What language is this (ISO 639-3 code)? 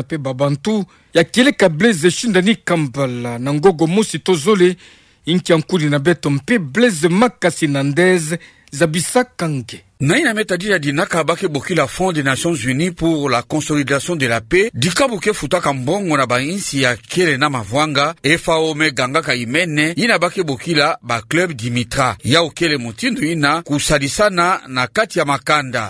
ktu